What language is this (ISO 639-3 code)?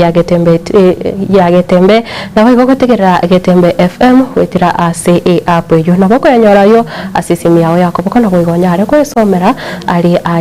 guz